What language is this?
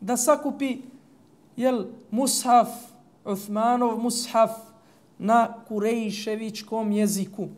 Bosnian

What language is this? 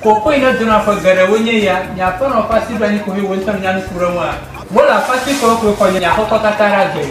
Ewe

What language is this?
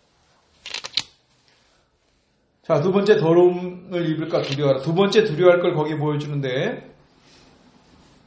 Korean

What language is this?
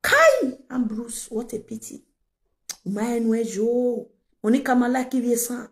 Nigerian Pidgin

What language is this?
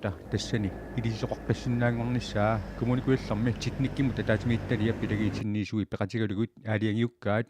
Kalaallisut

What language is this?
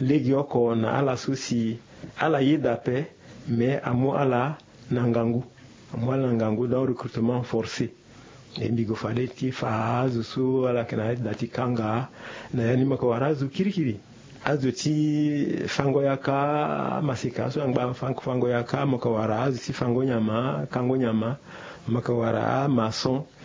Sango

